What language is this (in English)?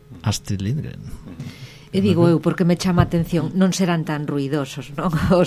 Galician